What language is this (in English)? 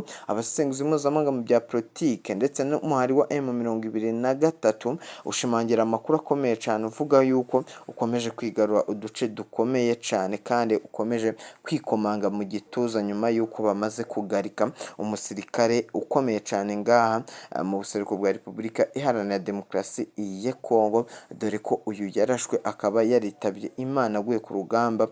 Rundi